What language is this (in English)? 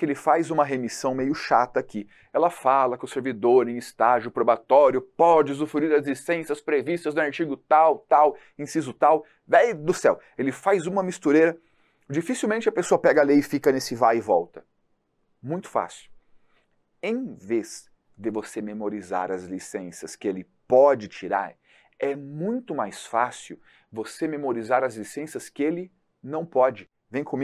Portuguese